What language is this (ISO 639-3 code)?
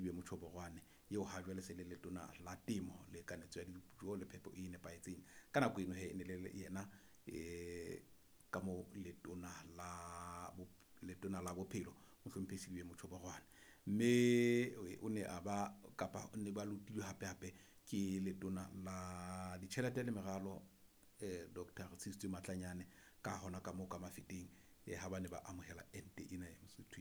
sot